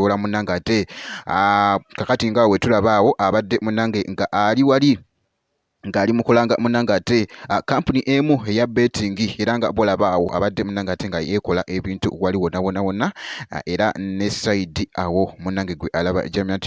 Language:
Ganda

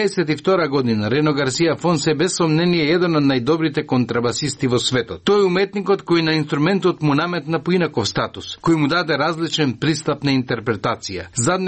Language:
Macedonian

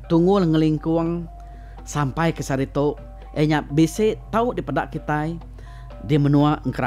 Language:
Iban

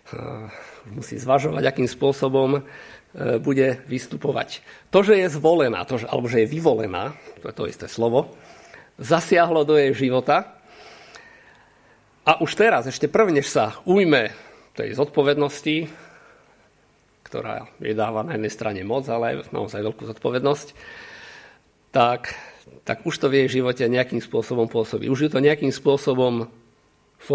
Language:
Slovak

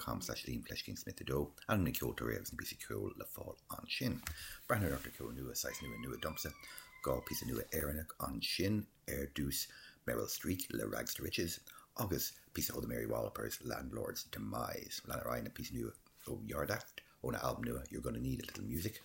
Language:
Irish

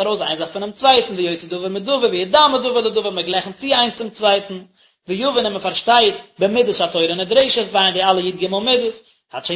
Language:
Yiddish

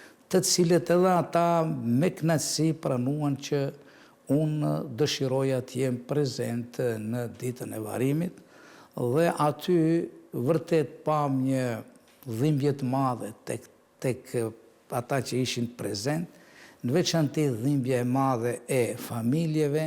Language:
Albanian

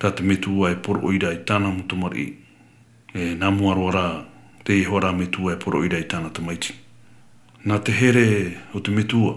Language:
Tahitian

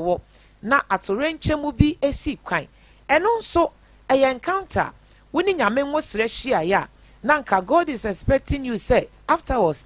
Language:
Akan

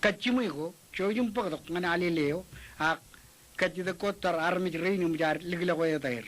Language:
Marshallese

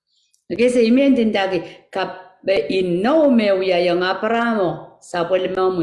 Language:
Pohnpeian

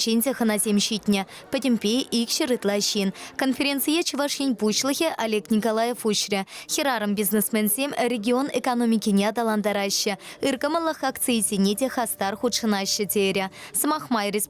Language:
Chuvash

